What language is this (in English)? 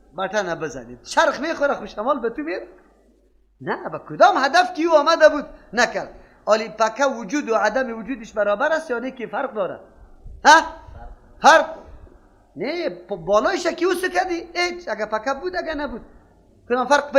Persian